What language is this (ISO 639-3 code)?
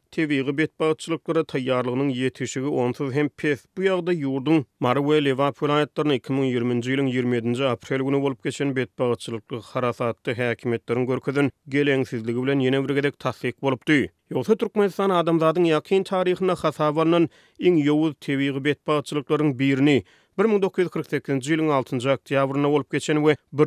tuk